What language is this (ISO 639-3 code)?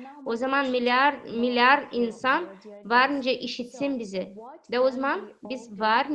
gag